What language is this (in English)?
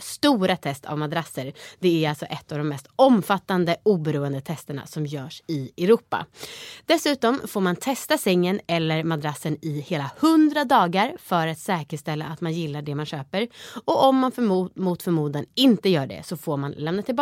Swedish